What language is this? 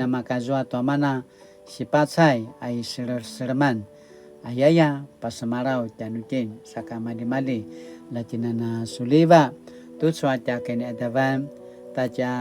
Paiwan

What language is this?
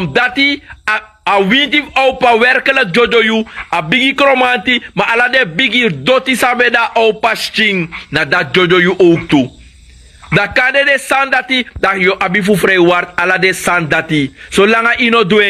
Sranan Tongo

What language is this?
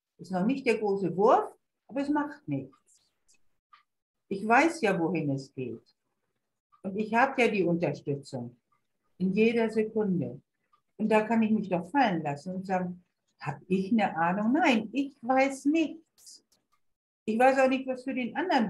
German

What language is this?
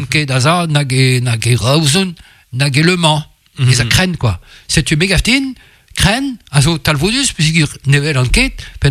Breton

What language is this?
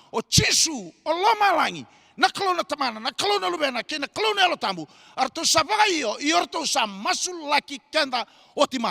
Fijian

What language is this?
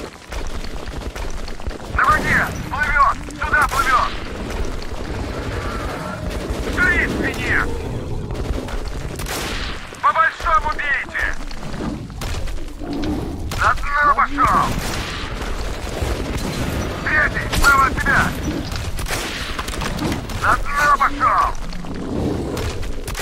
Russian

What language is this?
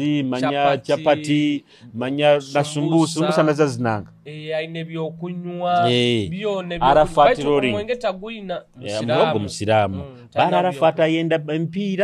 Nyoro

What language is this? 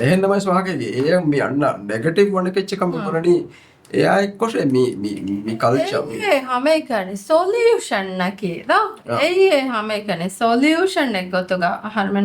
Divehi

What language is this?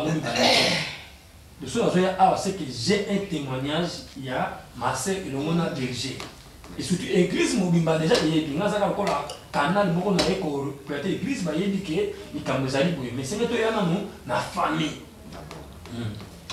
Lingala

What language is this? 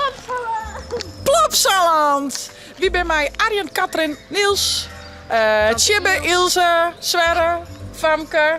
Western Frisian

